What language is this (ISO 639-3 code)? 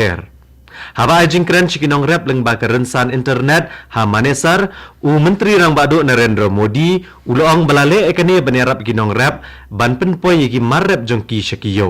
kha